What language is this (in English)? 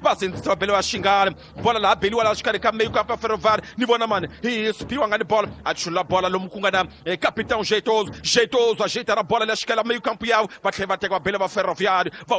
Tsonga